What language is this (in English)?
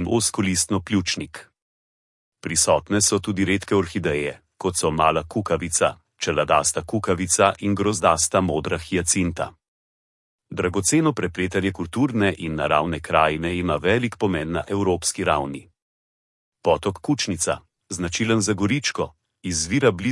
Slovenian